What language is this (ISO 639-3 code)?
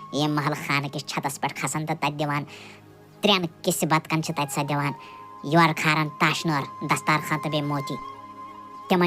kas